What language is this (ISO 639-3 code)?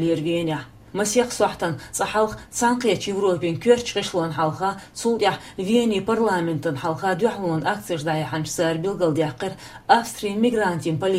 che